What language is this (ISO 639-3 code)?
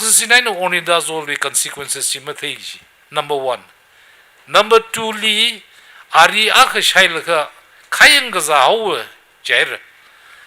nmf